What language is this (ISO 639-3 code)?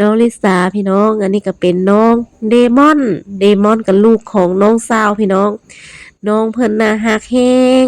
lao